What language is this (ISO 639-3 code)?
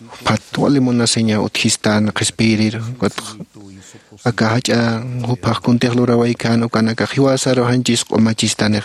aym